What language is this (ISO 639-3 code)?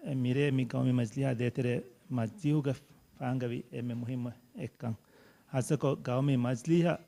div